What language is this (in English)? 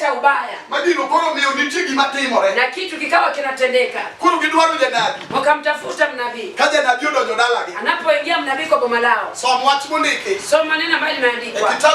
Luo (Kenya and Tanzania)